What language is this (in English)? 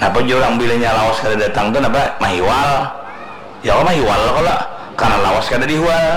Banjar